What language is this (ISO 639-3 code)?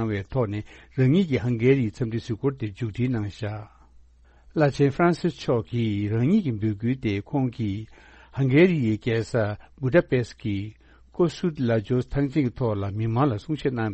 bod